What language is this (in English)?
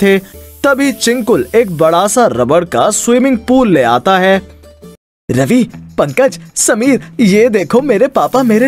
Hindi